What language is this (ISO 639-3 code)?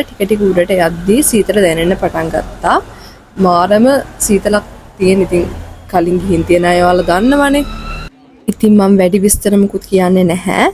sin